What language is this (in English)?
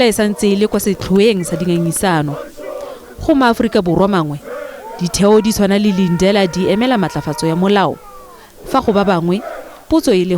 Tswana